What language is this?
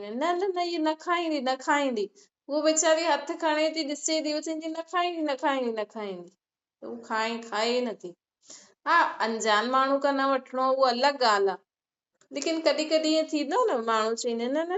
Sindhi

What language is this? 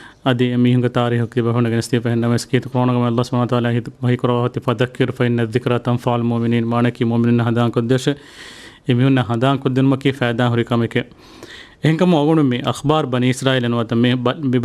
Divehi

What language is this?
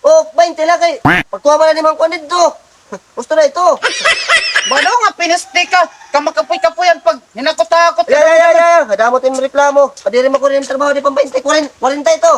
Waray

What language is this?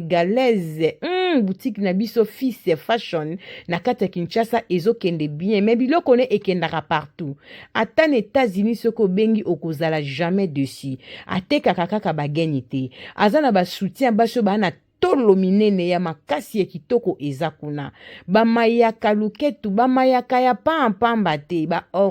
Lingala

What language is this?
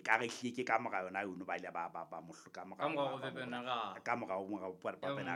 Southern Sotho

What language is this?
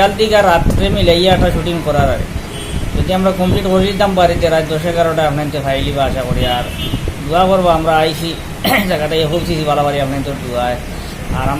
Sylheti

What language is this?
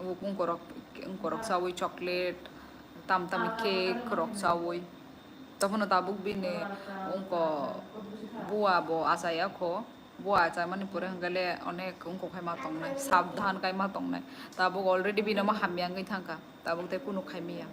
Kok Borok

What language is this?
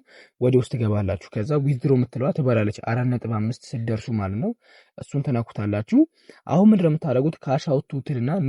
Amharic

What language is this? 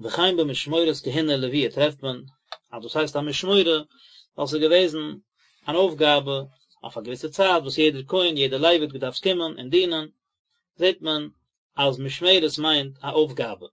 Yiddish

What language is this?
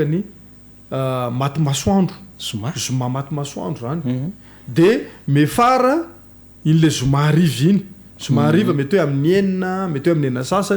Malagasy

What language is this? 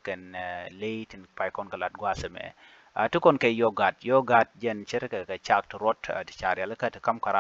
Nuer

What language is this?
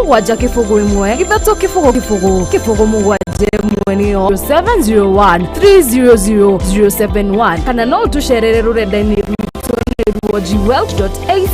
Kikuyu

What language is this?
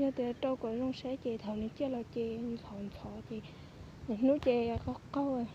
Hmong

